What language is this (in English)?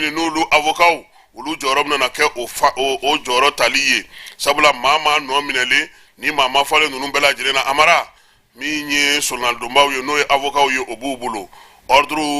Bambara